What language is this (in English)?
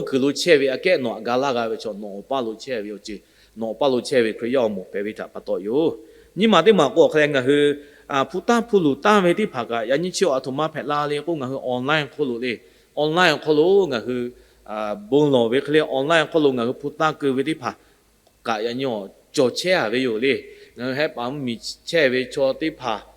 Lahu